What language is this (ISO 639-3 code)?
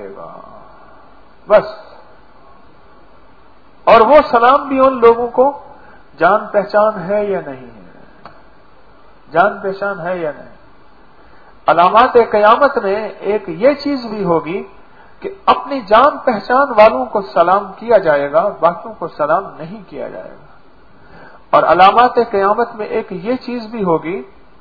urd